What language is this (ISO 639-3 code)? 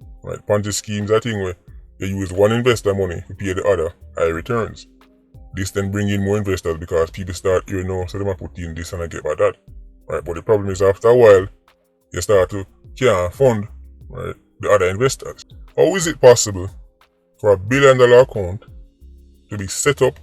jam